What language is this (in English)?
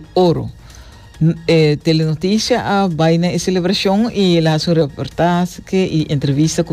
Papiamento